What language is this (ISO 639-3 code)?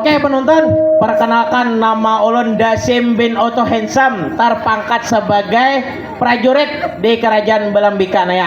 bjn